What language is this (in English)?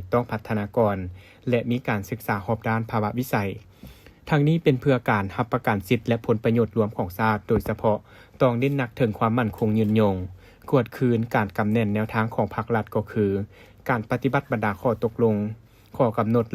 Lao